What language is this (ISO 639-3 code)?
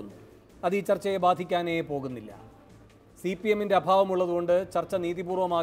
mal